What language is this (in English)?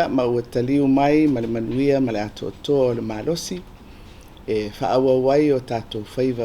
Samoan